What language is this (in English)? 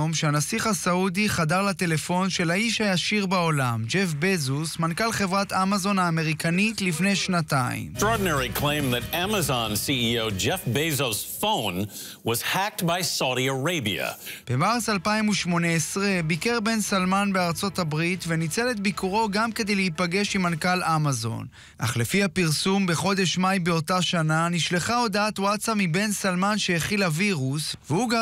Hebrew